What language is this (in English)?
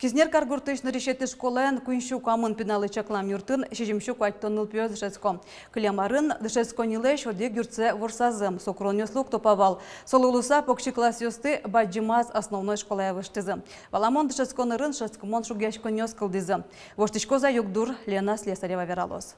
Udmurt